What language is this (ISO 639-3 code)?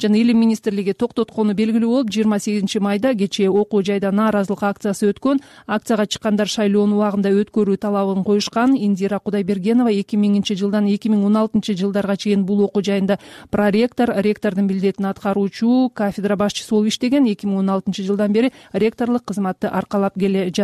kir